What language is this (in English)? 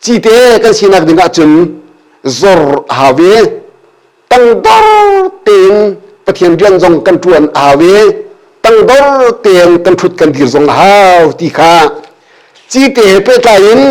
Hakha Chin